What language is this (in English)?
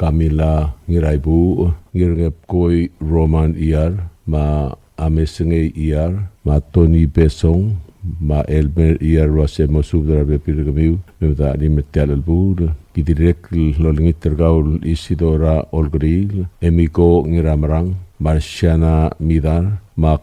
Palauan